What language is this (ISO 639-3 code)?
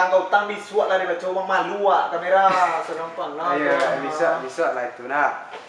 min